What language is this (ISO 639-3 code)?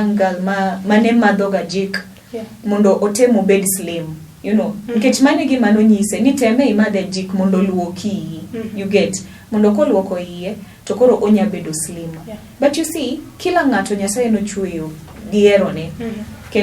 luo